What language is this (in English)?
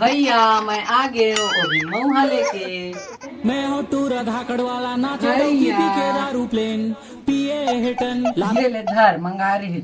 Chhattisgarhi